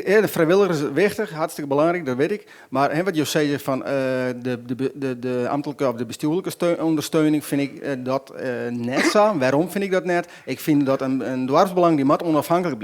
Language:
Western Frisian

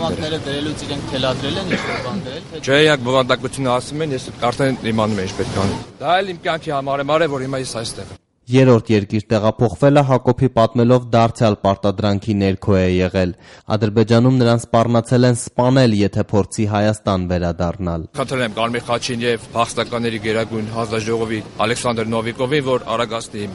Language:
Armenian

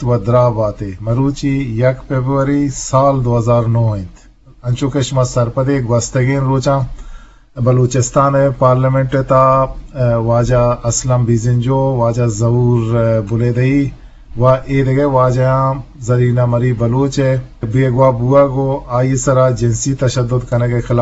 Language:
Eastern Balochi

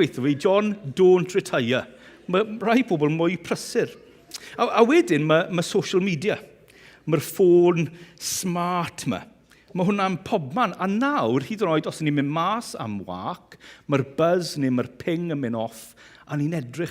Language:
Welsh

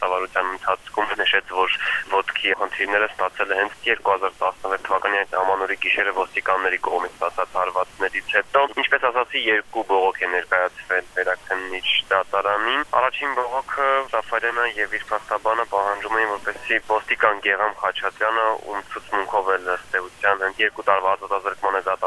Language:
Armenian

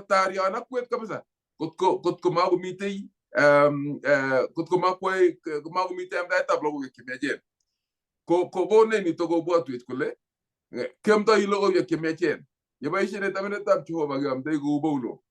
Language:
Kalenjin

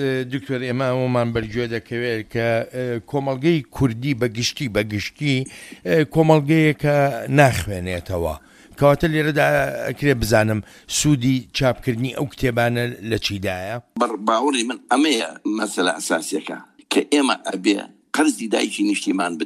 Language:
Central Kurdish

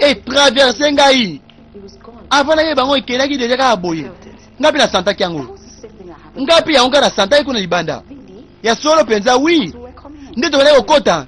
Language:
Lingala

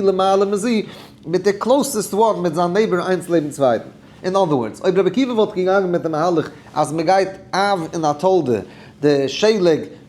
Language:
Yiddish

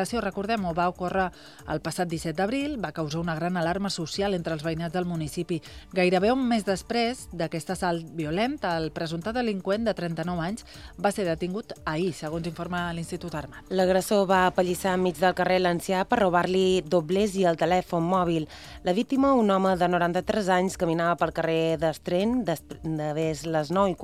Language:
Catalan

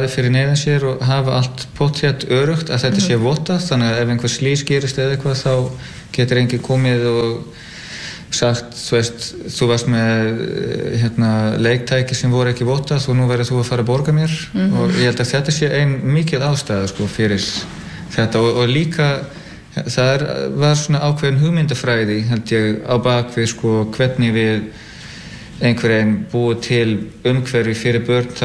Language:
Icelandic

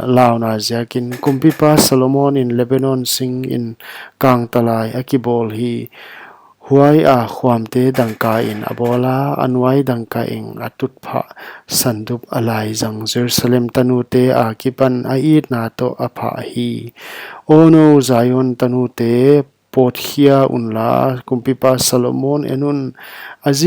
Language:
Paite Chin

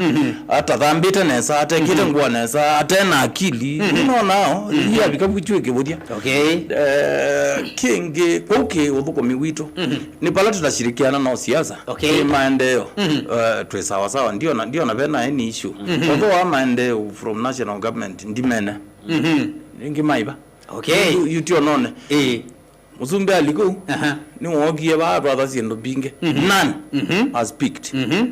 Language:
Kamba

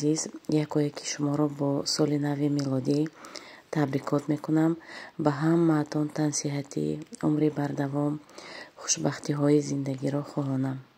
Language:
Tajik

